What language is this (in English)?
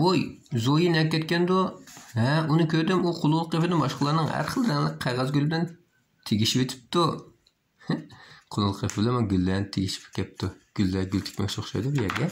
Uyghur